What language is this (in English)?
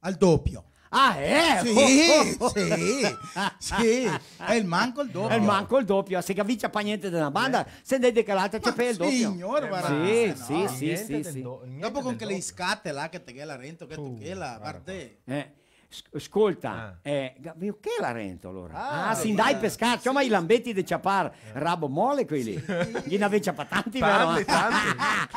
Venetian